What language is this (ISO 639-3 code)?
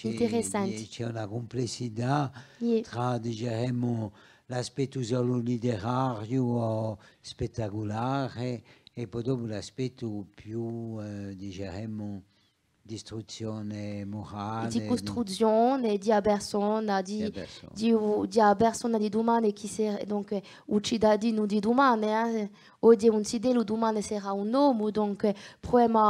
cos